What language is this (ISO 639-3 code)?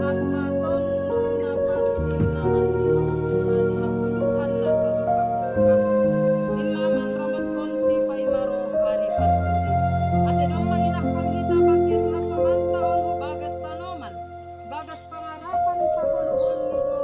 bts